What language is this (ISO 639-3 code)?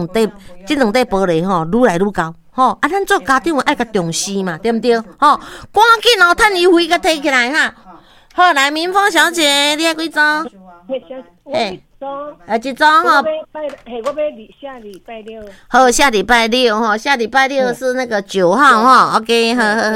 nan